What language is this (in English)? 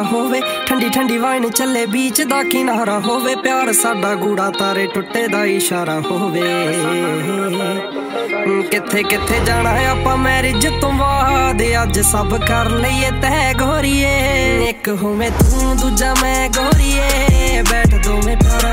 Punjabi